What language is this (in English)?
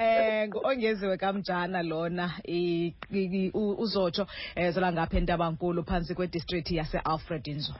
Xhosa